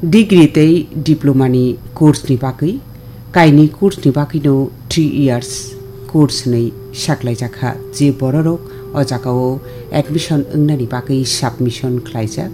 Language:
Kok Borok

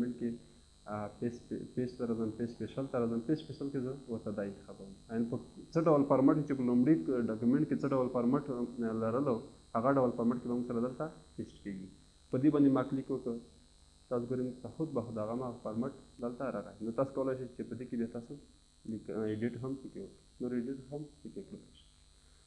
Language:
Pashto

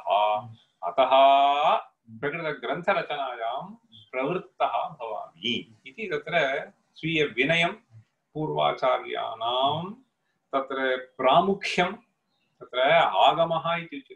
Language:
Sanskrit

